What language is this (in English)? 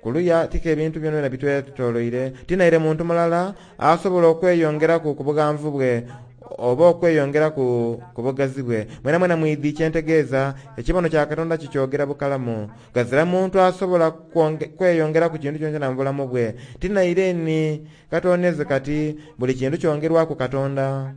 Soga